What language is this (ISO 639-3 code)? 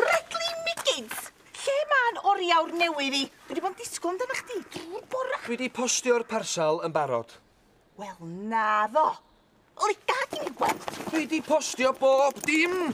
cym